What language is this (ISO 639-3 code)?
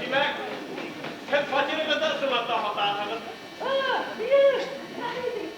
bak